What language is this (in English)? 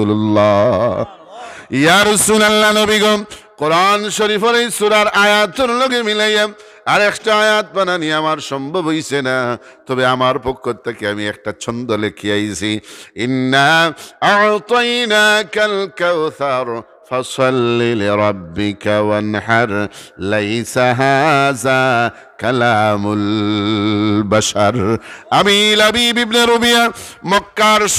Sylheti